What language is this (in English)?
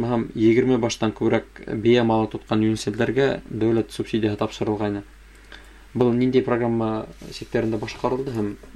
Bashkir